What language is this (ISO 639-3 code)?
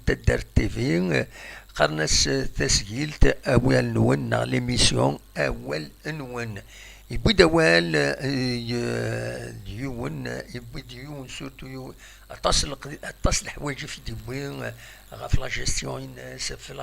kab